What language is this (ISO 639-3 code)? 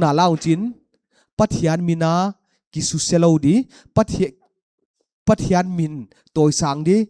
pck